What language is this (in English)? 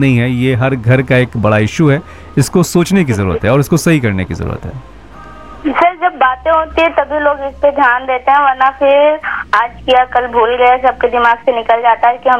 Hindi